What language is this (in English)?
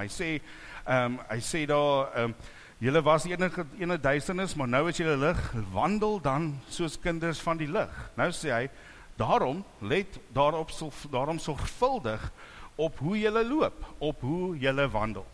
Afrikaans